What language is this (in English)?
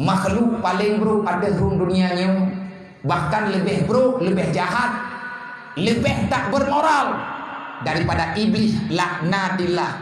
Achinese